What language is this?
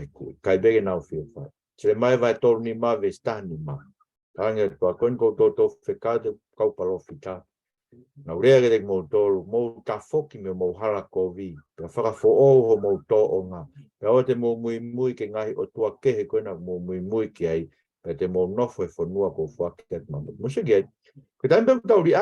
Tongan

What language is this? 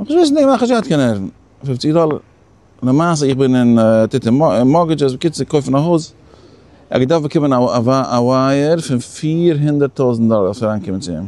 Yiddish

